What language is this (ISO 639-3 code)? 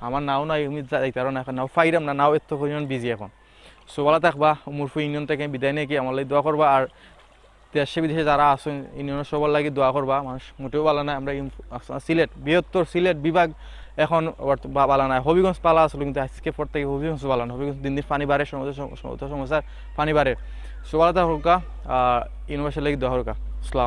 syl